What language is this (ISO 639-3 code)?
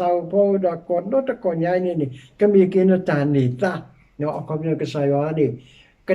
ksw